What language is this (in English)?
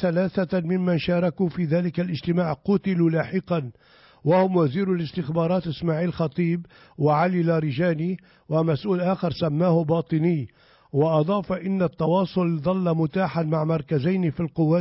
Arabic